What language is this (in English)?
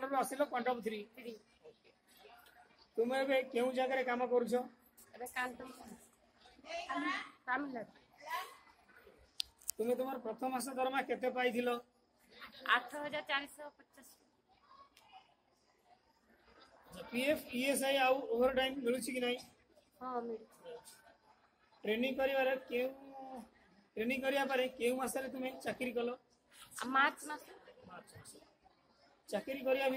Odia